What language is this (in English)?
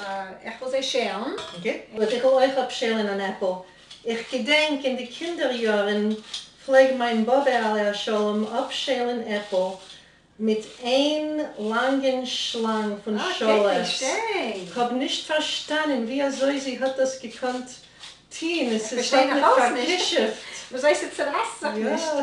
Yiddish